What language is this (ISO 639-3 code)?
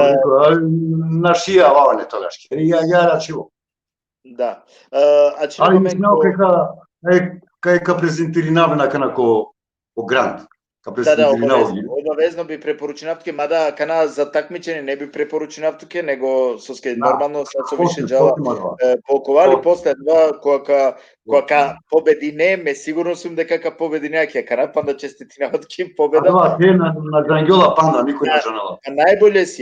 rmn